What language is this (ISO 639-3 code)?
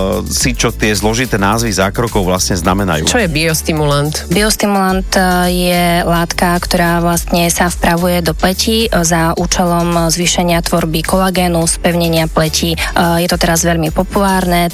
slk